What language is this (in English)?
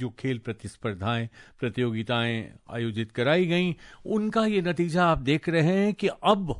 Hindi